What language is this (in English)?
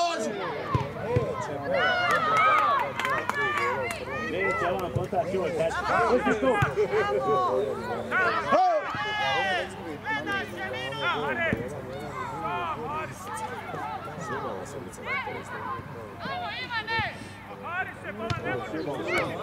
Croatian